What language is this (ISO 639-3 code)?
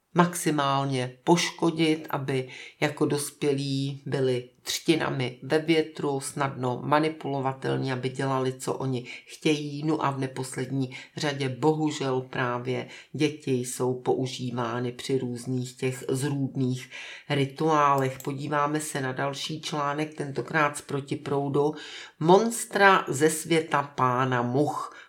ces